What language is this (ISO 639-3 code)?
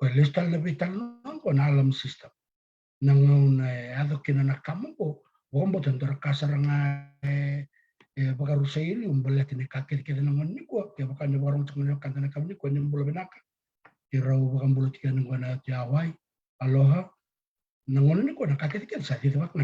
fij